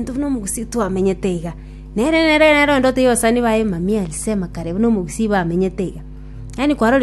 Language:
Gusii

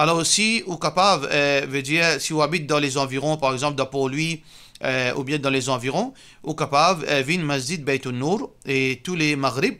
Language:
Morisyen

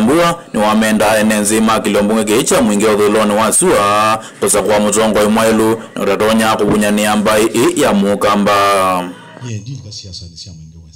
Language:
Kamba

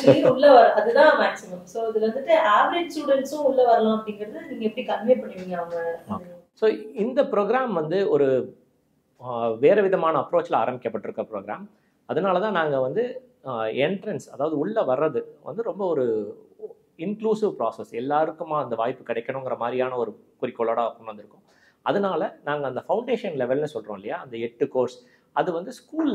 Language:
Tamil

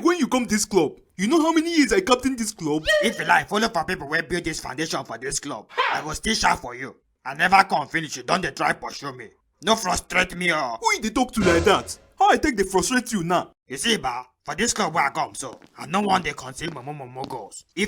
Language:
Nigerian Pidgin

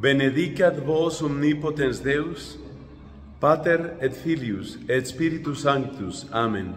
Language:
Latin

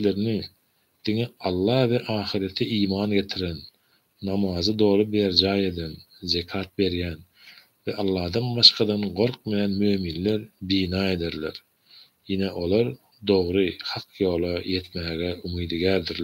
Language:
Turkmen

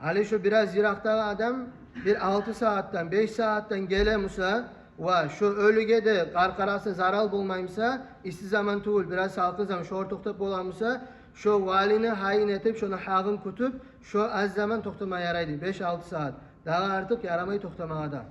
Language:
Kumyk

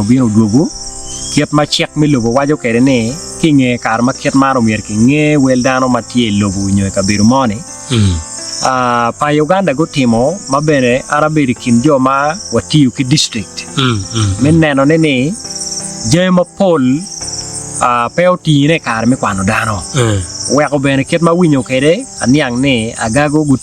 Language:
Acoli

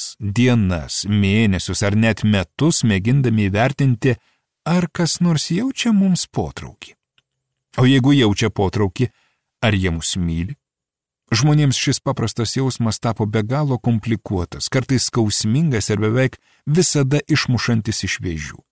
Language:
Lithuanian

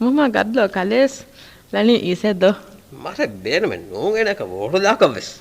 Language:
Divehi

